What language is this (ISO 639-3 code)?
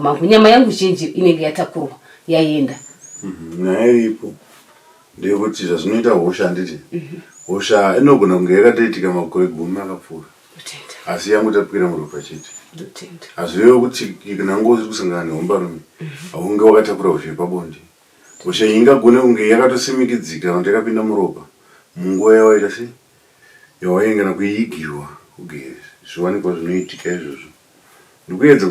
sna